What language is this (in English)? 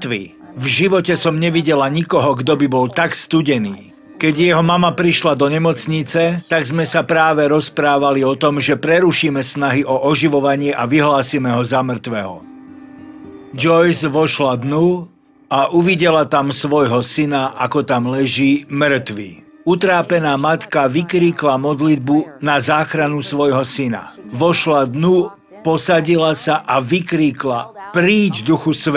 Slovak